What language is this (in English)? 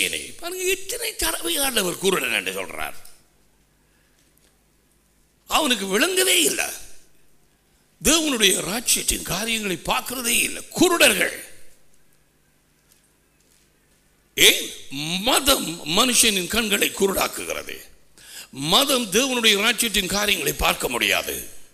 Tamil